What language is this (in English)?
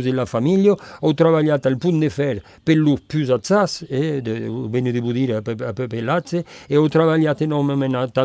Occitan